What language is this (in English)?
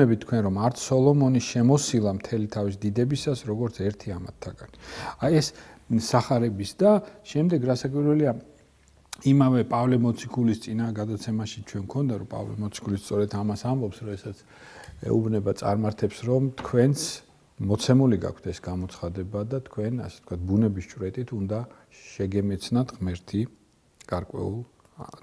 Georgian